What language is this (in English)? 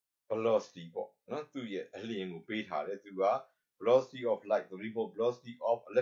Burmese